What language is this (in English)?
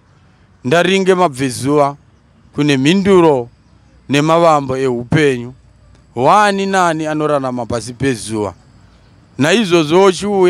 Shona